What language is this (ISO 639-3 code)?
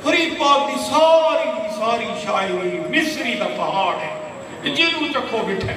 skr